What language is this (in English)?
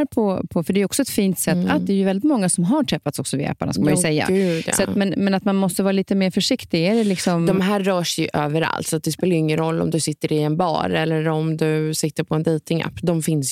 Swedish